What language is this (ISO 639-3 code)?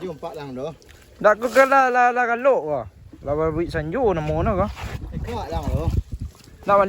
min